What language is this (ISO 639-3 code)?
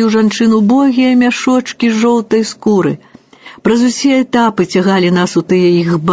bel